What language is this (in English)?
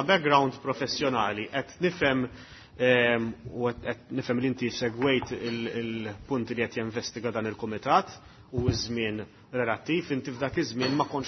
Maltese